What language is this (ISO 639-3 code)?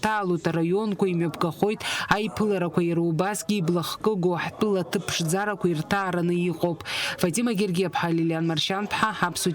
abk